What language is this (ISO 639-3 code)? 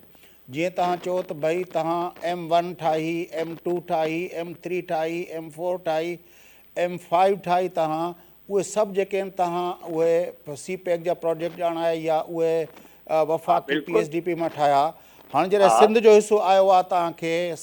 snd